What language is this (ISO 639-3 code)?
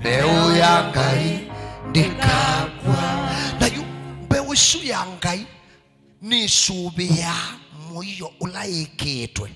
kam